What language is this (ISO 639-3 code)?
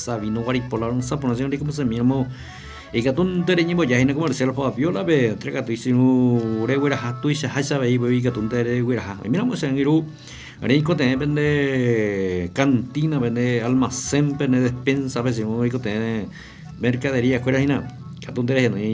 grn